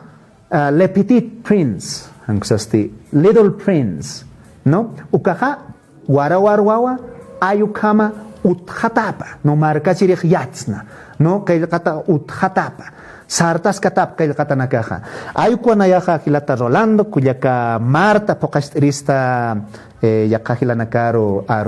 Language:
Aymara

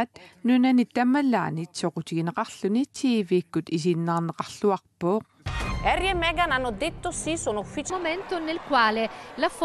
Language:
Kalaallisut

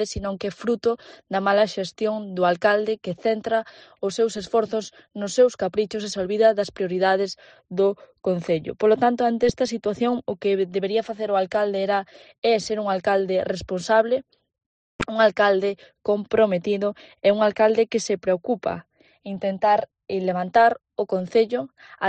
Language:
Galician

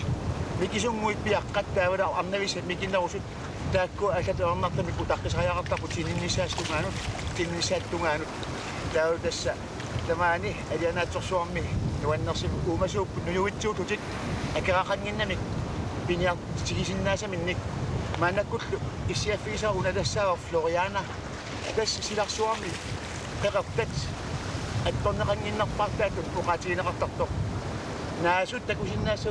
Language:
Kalaallisut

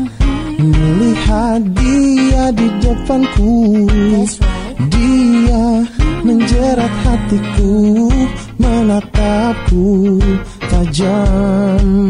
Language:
Indonesian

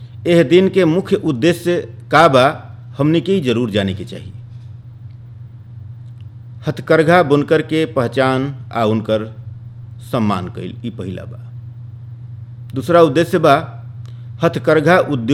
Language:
Bhojpuri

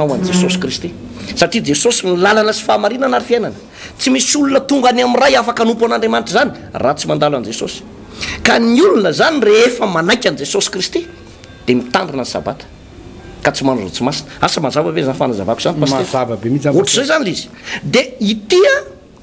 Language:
Malagasy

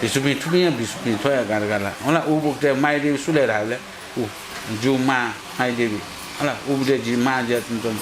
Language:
Newari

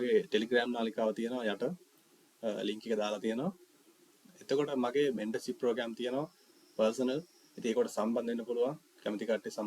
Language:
Sinhala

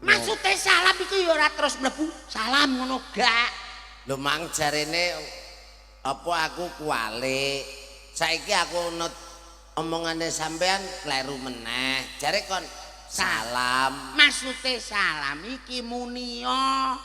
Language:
Javanese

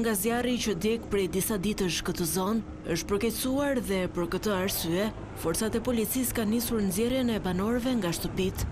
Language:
Albanian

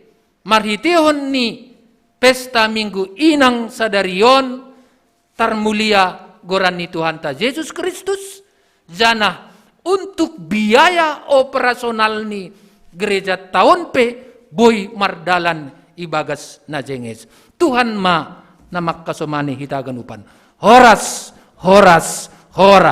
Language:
Batak Simalungun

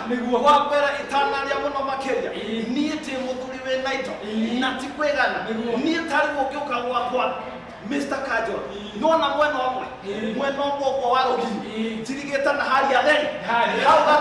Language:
Kikuyu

